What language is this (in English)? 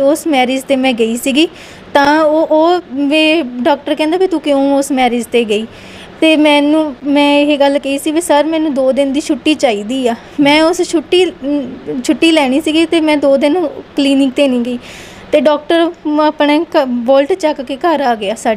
Punjabi